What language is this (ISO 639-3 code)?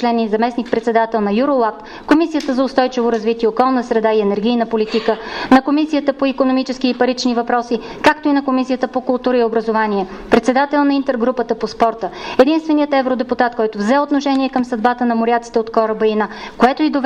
bul